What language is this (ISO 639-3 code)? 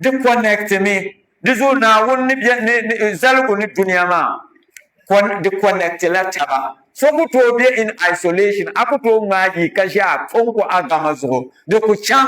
dag